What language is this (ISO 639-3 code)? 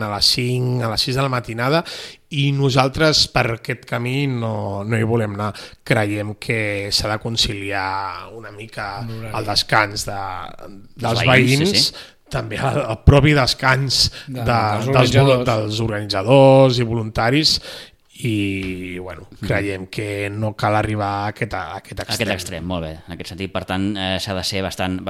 cat